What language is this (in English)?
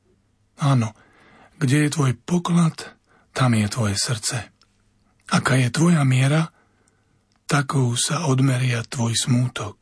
Slovak